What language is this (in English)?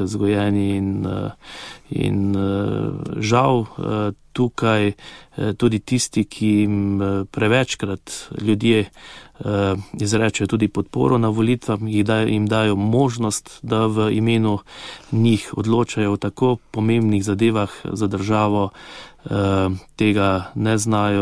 Slovenian